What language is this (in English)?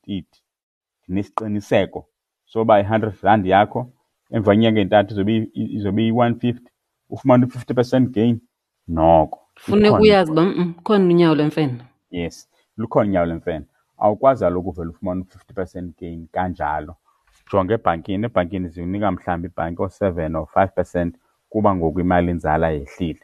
Xhosa